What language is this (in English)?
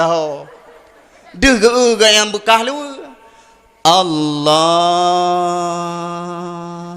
Achinese